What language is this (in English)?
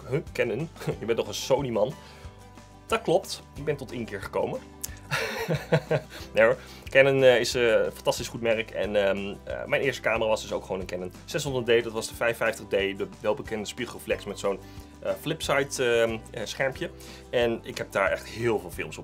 Dutch